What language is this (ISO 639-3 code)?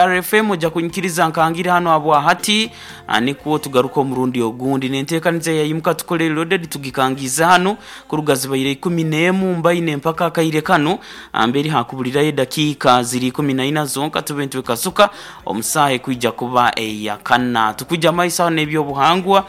nyo